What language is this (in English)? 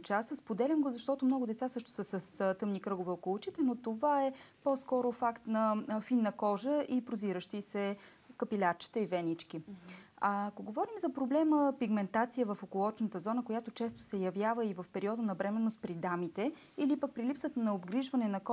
Bulgarian